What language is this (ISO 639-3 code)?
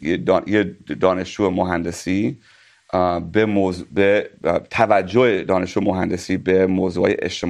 fas